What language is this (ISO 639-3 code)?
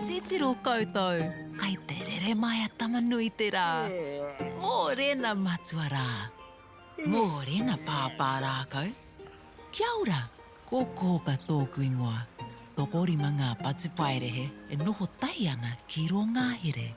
mri